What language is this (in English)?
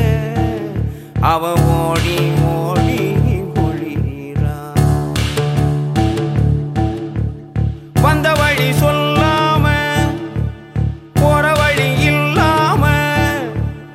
Tamil